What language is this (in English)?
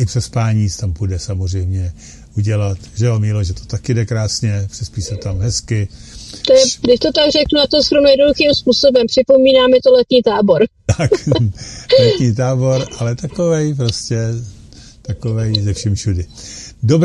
Czech